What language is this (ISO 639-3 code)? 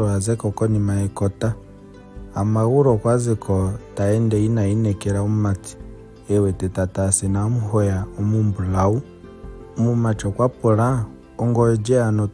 ndo